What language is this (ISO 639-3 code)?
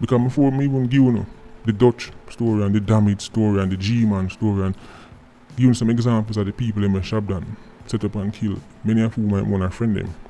jam